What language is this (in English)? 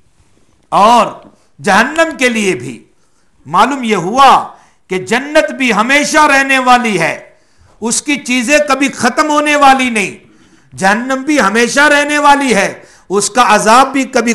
Urdu